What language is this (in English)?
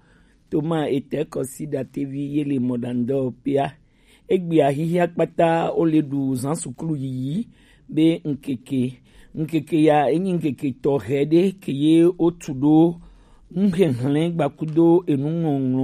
Gen